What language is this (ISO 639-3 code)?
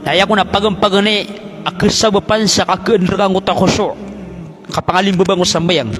mrw